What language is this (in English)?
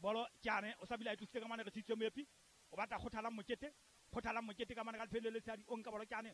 Southern Sotho